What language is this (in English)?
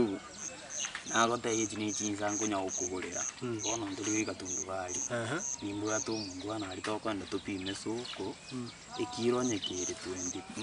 Gusii